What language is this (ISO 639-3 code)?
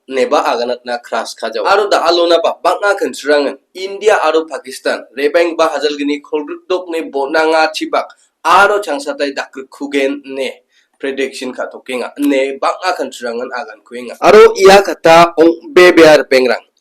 grt